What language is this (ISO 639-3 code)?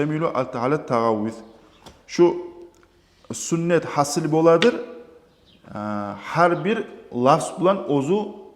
kum